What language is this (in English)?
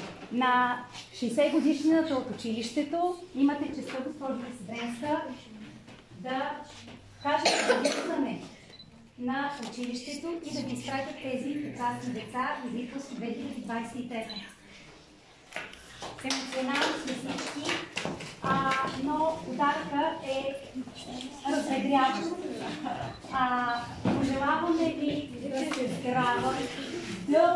Bulgarian